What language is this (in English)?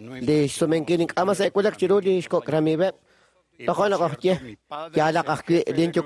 Kekchí